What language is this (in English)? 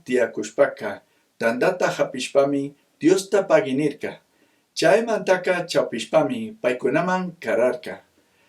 Chimborazo Highland Quichua